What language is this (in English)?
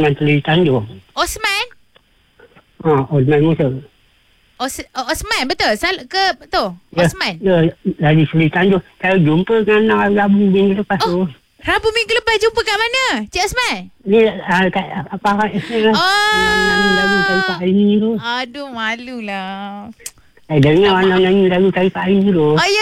Malay